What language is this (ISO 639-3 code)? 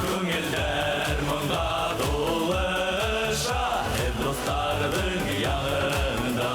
bak